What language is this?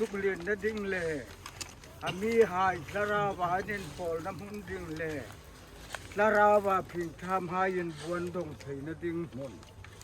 Hmar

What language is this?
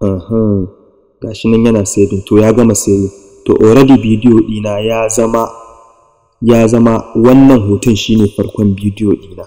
Hausa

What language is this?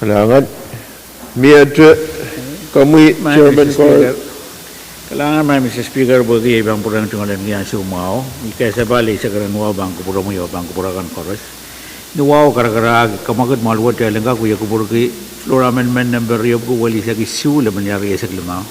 Pohnpeian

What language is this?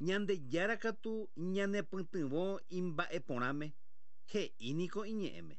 Guarani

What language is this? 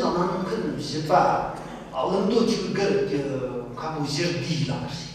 Tibetan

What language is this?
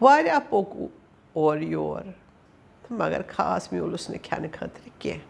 Kashmiri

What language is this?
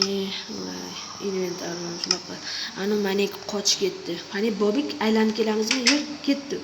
Uzbek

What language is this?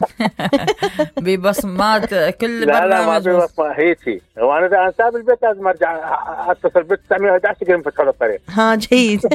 Mesopotamian Arabic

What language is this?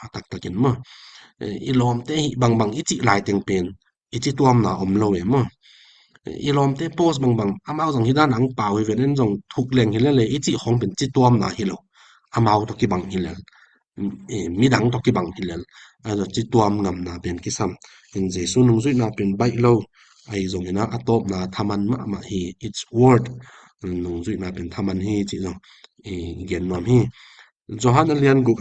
Tedim Chin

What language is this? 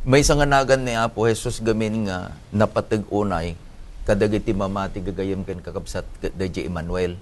Iloko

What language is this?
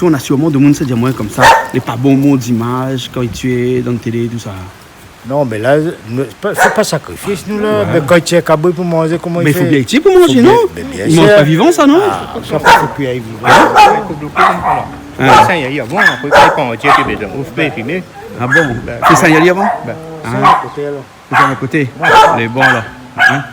Réunion Creole French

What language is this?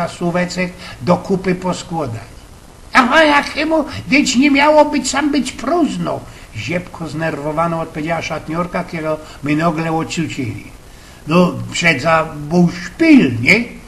Silesian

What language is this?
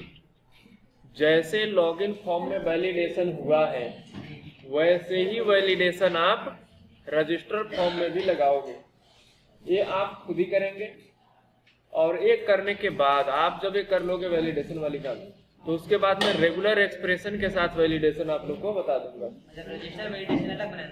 Hindi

